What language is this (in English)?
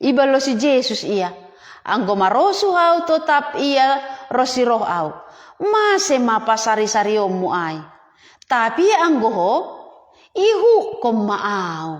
Batak Simalungun